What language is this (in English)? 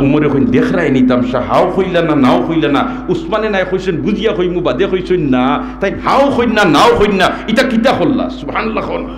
Sylheti